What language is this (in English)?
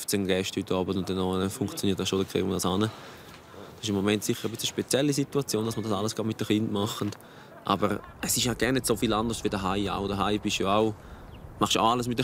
Swiss German